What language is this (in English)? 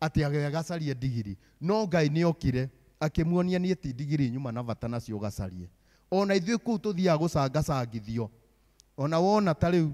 Kikuyu